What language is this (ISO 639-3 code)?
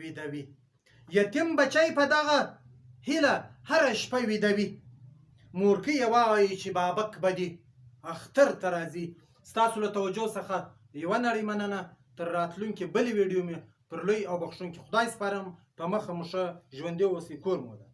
pus